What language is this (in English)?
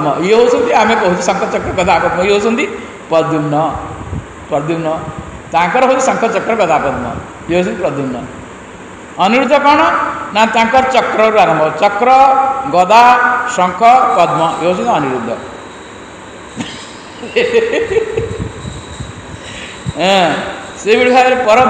Odia